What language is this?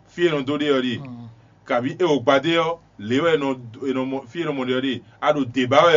Fon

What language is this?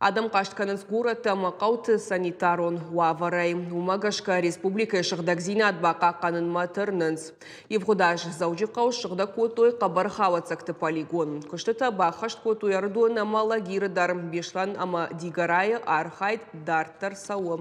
Ossetic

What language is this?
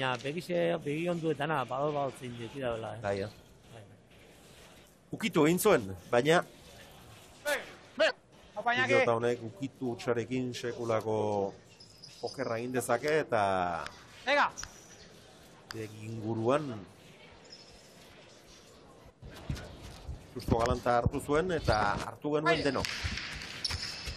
Basque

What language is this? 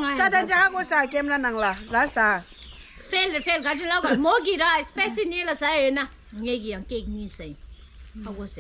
Tibetan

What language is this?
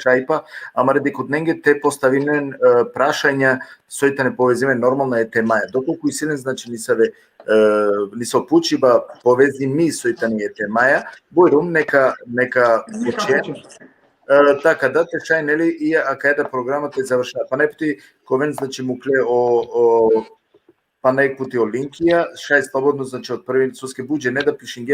Balkan Romani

